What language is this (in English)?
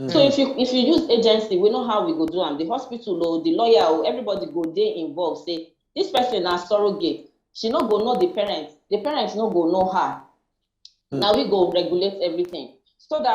Nigerian Pidgin